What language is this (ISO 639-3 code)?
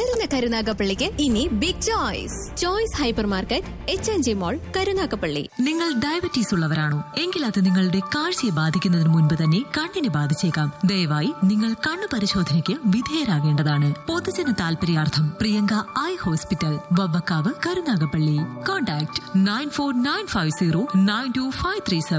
mal